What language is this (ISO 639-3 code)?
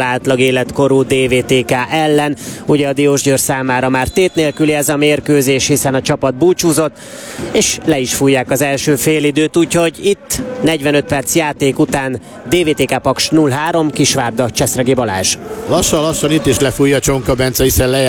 hun